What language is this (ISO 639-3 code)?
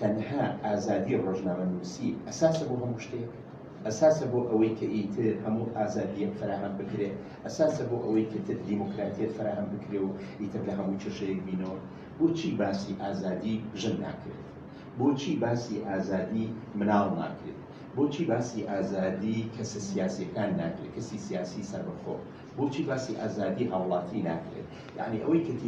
ckb